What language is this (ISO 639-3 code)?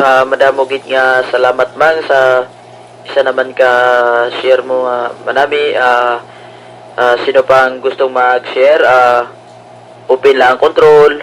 hil